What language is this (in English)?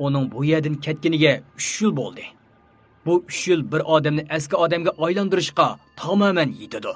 Uyghur